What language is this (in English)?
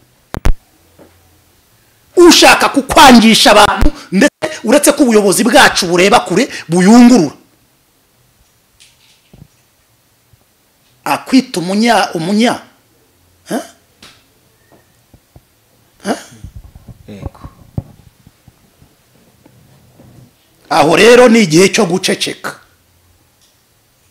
Kinyarwanda